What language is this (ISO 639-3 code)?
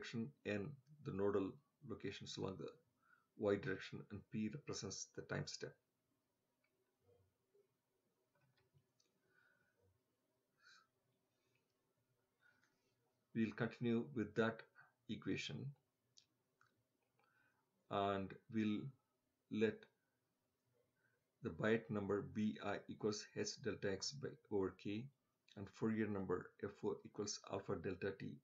eng